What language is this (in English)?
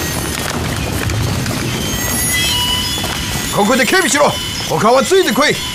Japanese